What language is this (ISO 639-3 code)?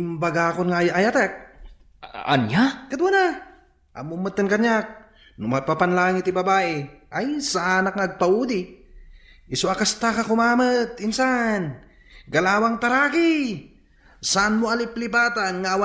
ilo